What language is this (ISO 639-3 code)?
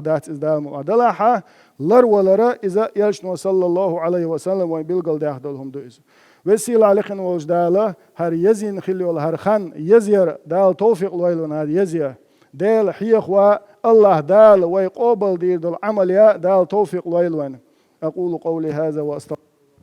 che